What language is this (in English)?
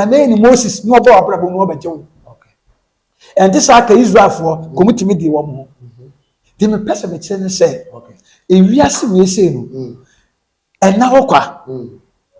Akan